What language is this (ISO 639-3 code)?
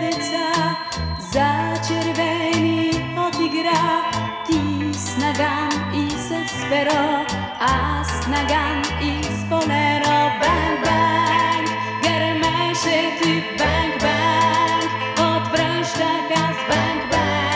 bul